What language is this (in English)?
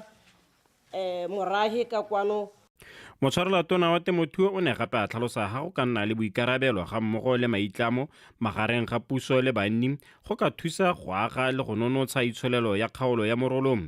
Tswana